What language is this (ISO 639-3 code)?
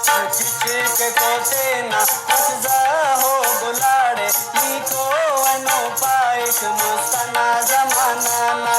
brh